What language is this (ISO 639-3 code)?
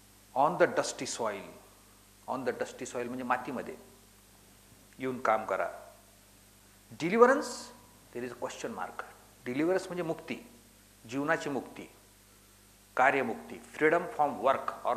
mar